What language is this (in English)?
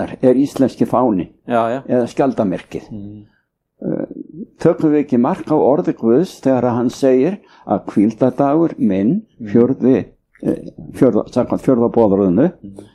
Icelandic